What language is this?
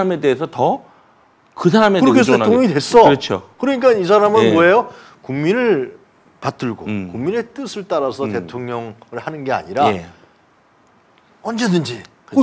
Korean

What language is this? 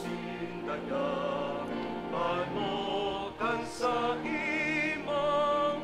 Bikol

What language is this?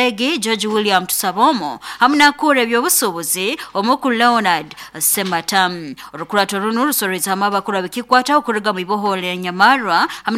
Nyoro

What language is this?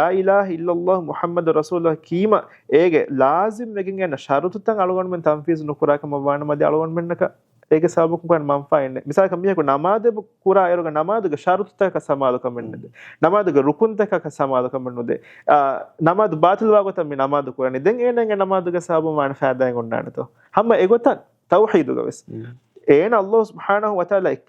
Divehi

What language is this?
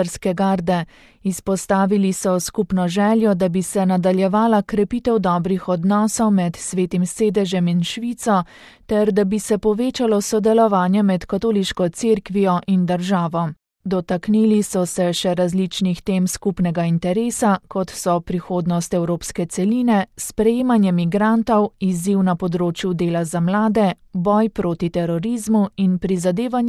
Slovenian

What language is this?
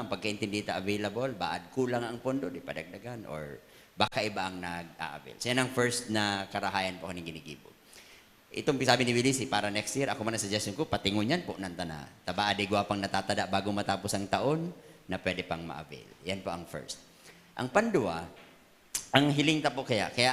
Bikol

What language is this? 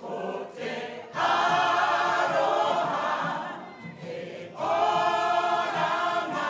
Māori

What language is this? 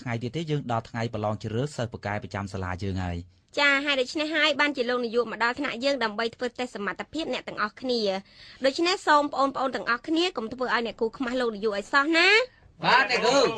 Khmer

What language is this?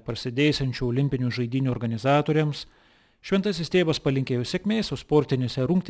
Lithuanian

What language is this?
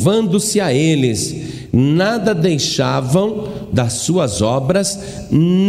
Portuguese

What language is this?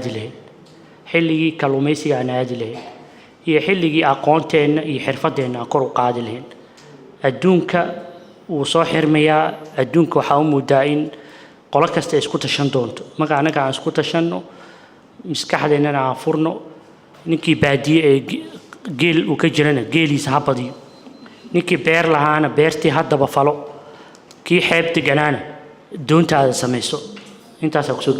Somali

